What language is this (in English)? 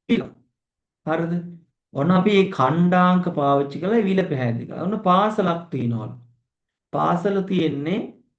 Sinhala